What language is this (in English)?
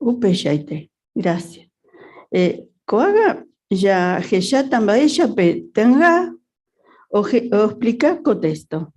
Guarani